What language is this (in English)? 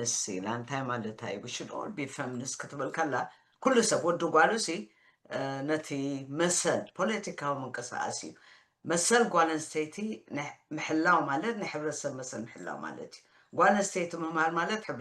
Tigrinya